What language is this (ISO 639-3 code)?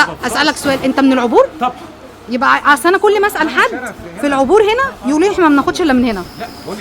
arz